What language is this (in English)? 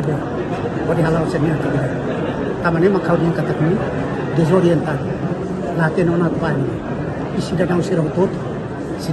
Tetum